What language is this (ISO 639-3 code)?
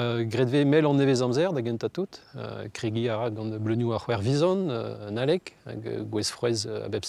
bre